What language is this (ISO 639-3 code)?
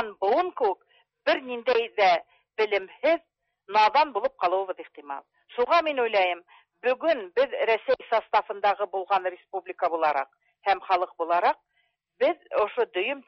tat